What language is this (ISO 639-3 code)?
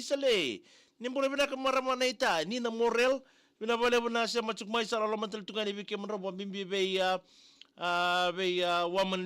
fij